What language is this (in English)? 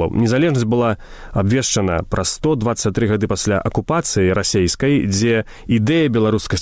Belarusian